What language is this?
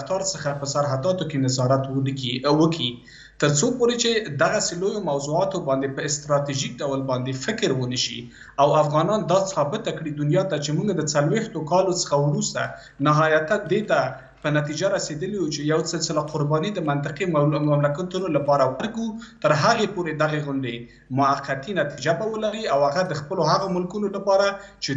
Pashto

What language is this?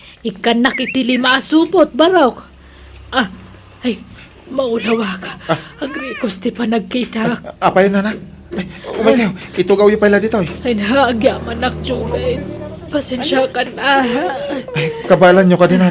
Iloko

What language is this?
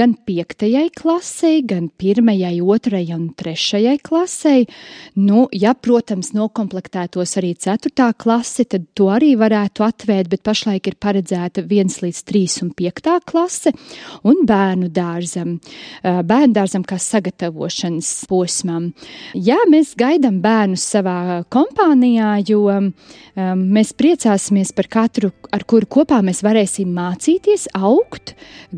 Latvian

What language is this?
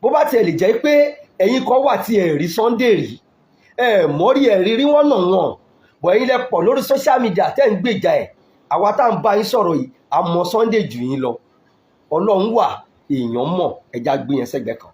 Yoruba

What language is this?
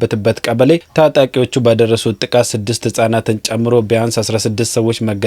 Amharic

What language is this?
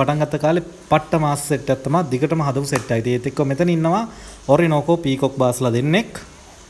Sinhala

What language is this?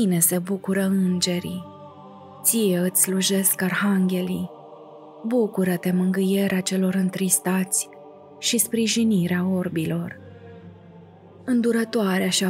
Romanian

